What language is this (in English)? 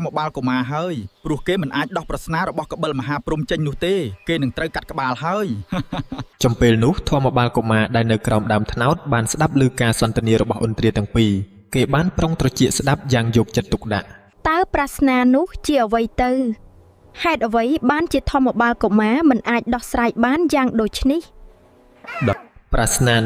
Khmer